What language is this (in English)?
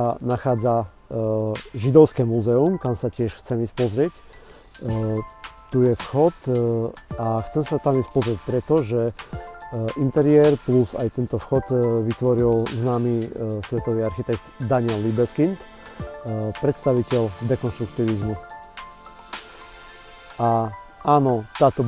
Slovak